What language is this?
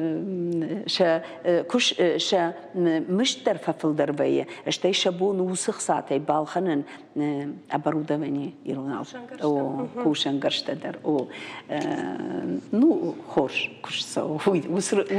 Ossetic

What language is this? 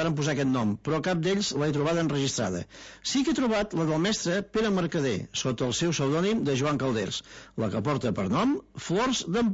Catalan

